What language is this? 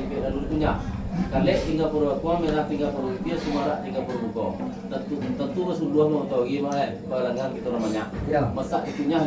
Minangkabau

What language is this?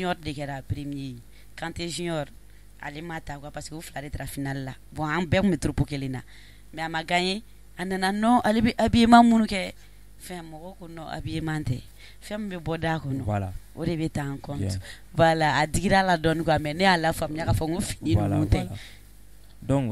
Bambara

